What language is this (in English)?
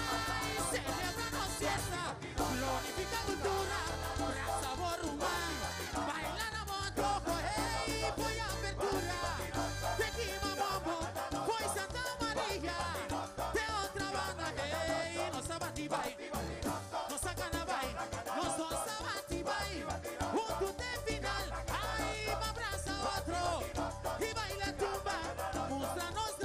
Papiamento